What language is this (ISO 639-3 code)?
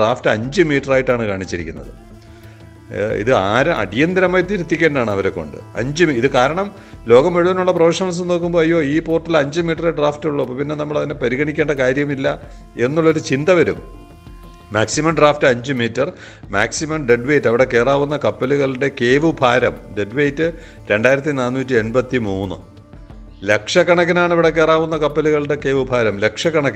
mal